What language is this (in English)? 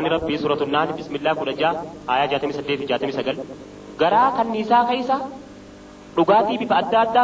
Oromo